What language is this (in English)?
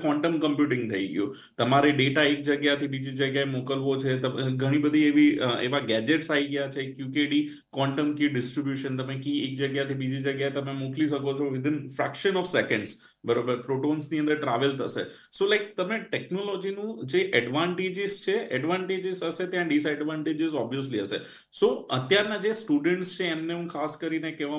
Gujarati